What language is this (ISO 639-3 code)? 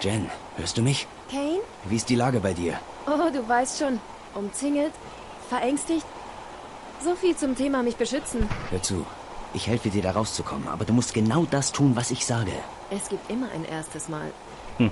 bar